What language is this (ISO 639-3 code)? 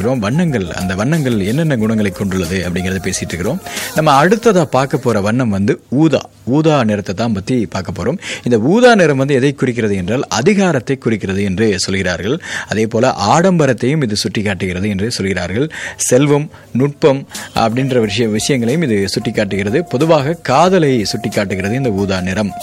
tam